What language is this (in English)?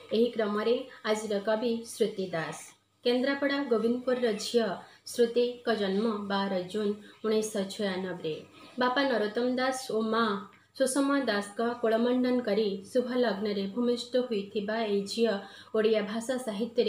Odia